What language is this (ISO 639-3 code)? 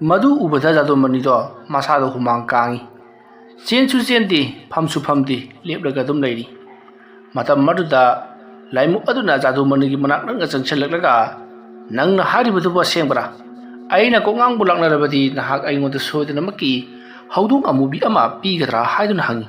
mni